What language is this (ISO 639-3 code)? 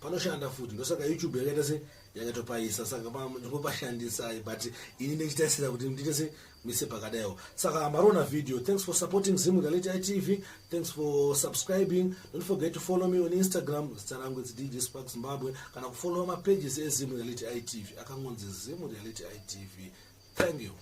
sna